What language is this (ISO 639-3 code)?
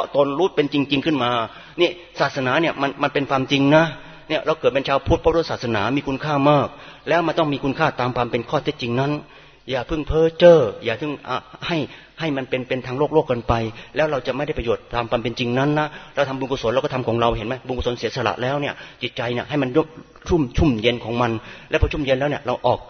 tha